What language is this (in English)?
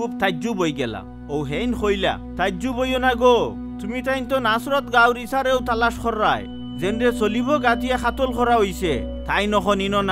Sylheti